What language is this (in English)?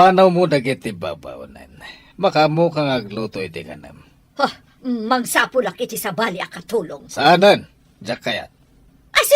Iloko